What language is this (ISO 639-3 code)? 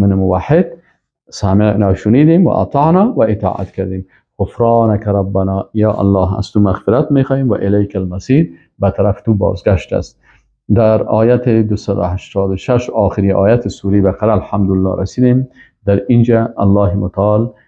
fas